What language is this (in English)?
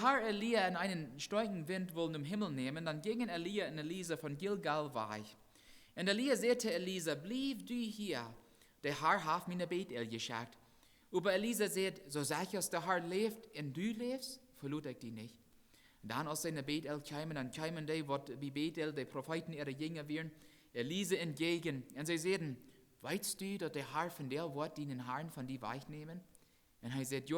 Plautdietsch